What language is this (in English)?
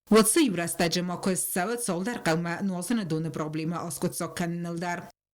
Ossetic